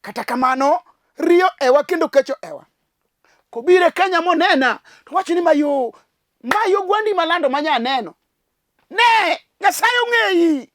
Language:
Luo (Kenya and Tanzania)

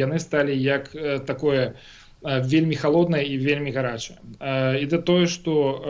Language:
Belarusian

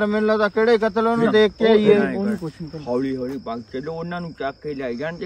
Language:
Punjabi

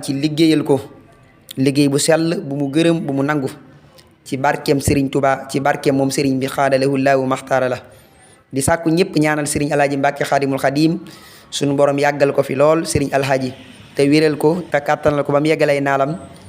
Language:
Wolof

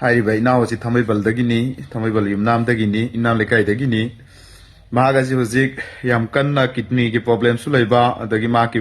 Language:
Manipuri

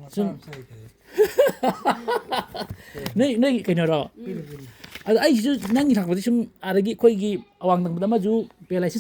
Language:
Manipuri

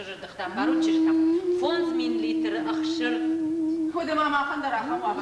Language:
Ossetic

